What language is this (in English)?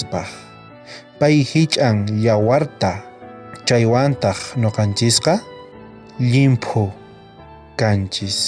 South Bolivian Quechua